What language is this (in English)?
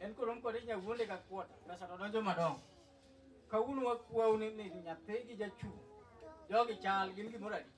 Luo (Kenya and Tanzania)